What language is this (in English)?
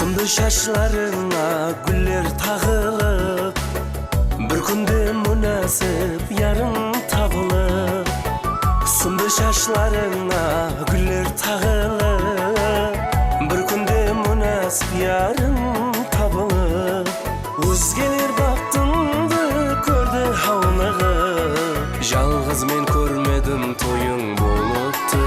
Kara-Kalpak